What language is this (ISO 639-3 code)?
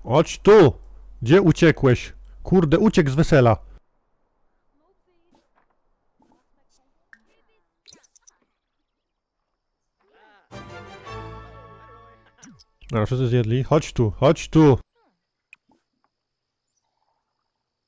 pol